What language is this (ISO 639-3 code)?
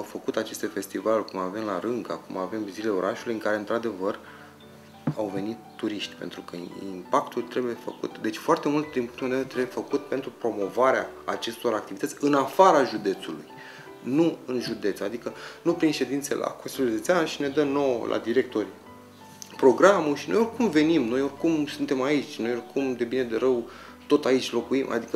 ron